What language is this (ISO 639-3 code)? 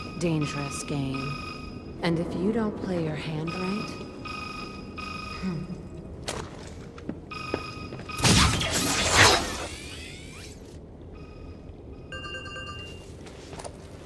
eng